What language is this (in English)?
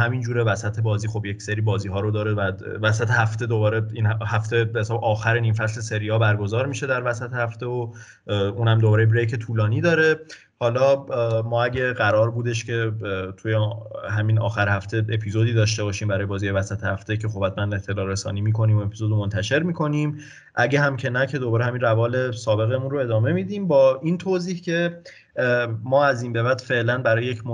Persian